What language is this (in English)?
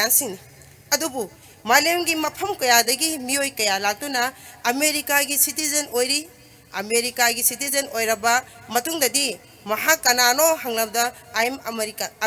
Manipuri